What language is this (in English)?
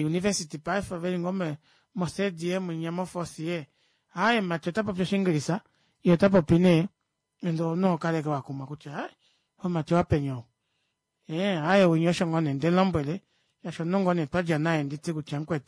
Kuanyama